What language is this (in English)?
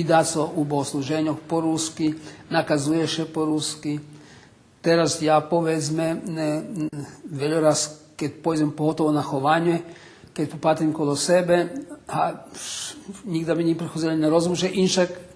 Rusyn